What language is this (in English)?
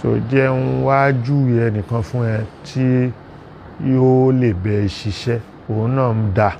Yoruba